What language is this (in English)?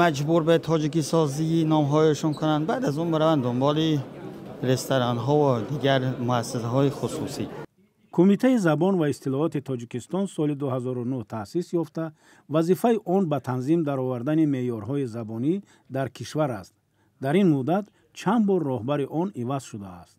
Tajik